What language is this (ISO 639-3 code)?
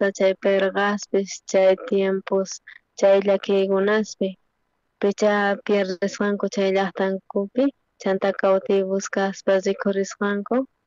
quh